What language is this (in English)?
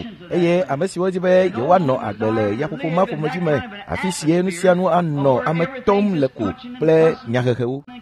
Ewe